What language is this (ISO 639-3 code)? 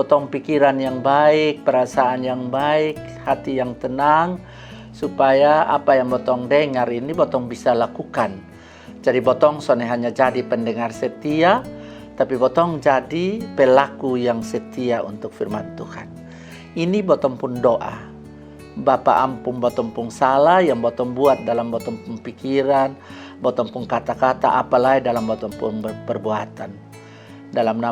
mkn